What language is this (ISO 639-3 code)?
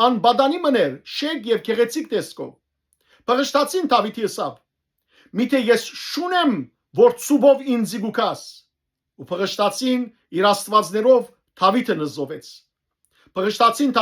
hyw